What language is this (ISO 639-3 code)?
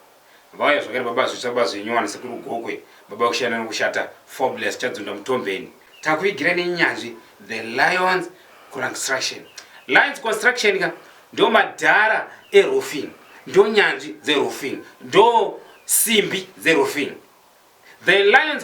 sna